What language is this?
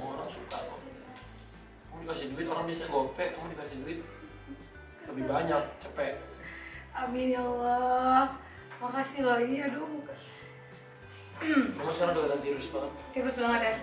Indonesian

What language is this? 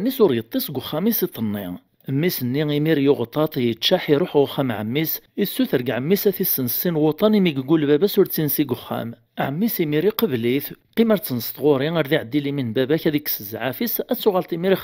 Kabyle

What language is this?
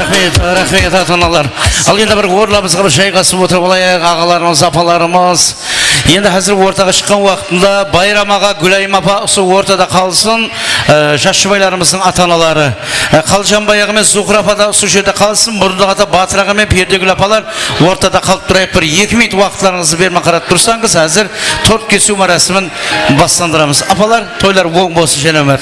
Kara-Kalpak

